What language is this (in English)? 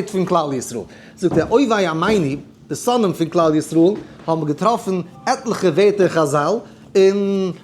Yiddish